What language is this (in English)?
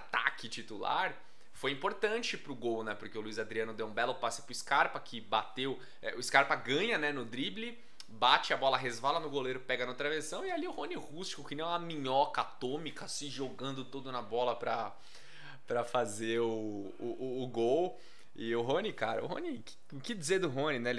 Portuguese